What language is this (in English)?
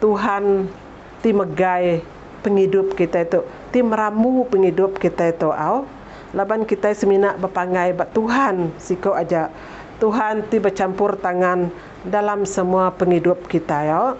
Iban